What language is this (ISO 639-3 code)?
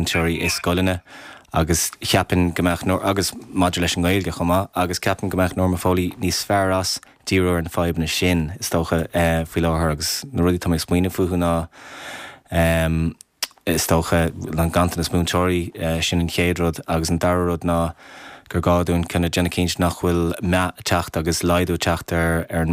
gle